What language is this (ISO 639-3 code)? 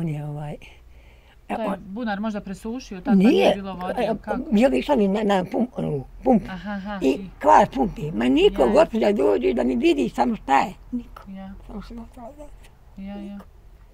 bos